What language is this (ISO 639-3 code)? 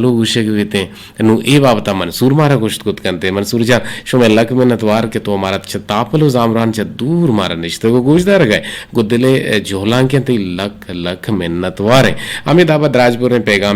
bgp